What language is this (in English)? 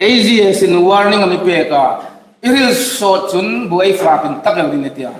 Hmar